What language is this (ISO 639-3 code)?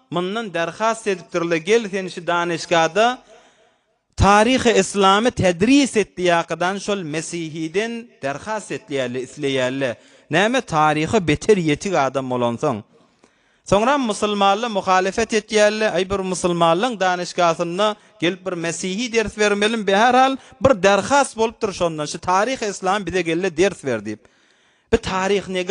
tuk